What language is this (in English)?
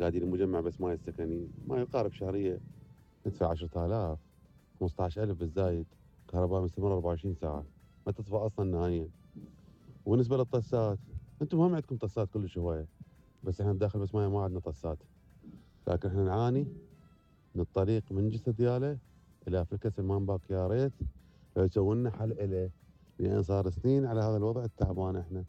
Mesopotamian Arabic